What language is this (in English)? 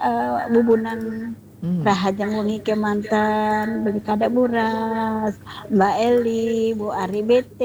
Balinese